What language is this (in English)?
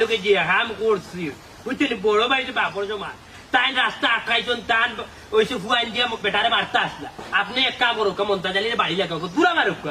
Sylheti